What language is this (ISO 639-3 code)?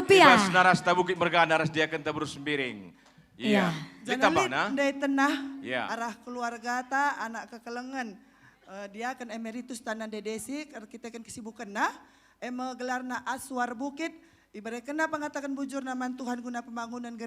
btx